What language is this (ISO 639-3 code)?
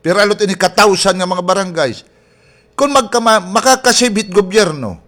war